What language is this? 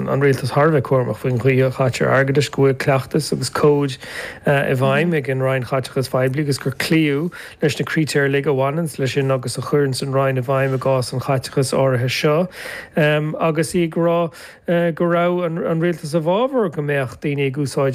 Irish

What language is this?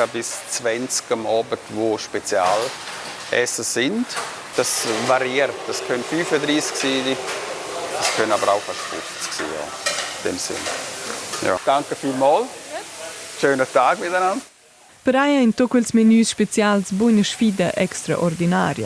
Romansh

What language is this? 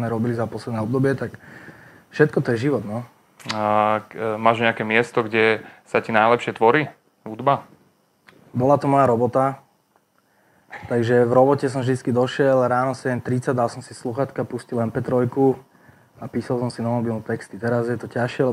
Slovak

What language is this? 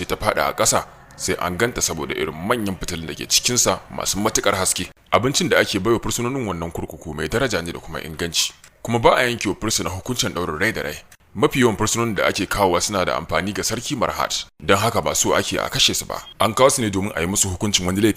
Hausa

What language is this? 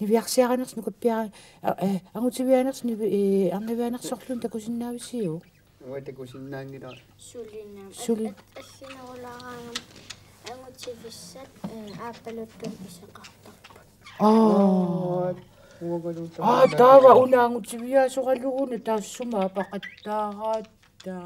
Kalaallisut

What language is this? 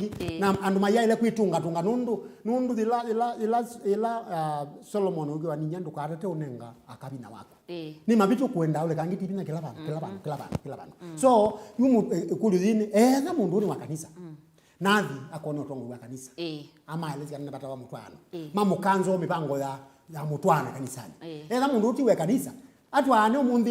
Kamba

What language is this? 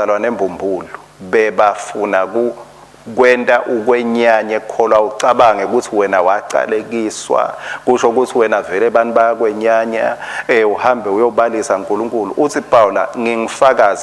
Swati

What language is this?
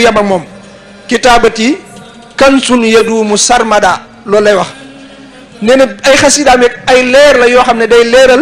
Wolof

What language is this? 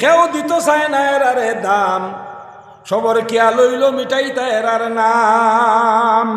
Sylheti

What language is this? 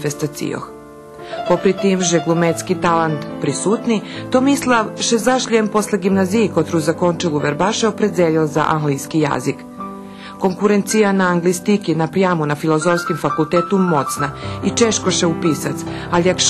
Rusyn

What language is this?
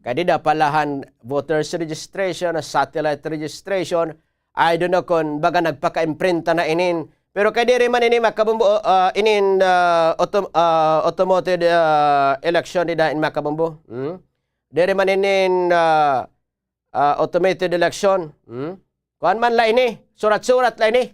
Waray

